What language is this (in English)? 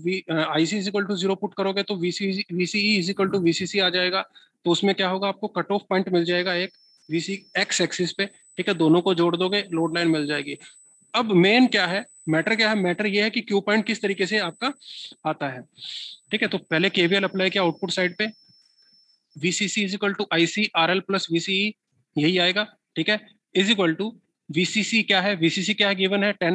Hindi